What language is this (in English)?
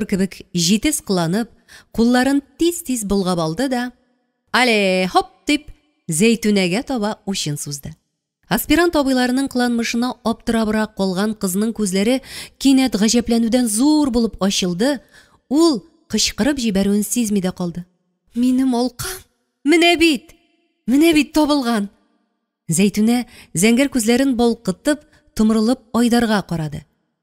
Tatar